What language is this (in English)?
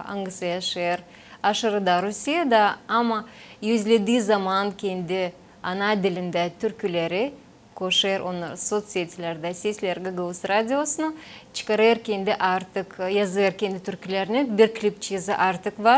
Gagauz